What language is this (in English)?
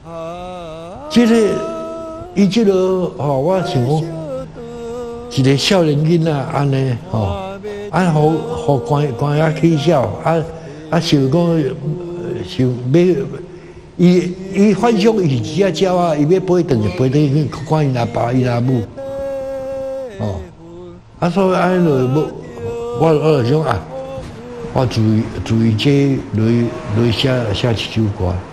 Min Nan Chinese